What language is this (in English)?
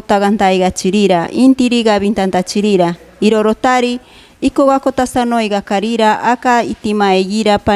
Machiguenga